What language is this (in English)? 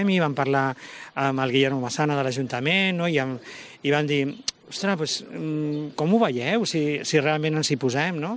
Catalan